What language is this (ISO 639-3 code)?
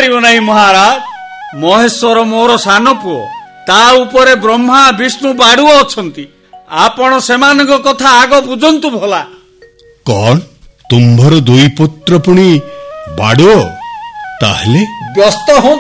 ori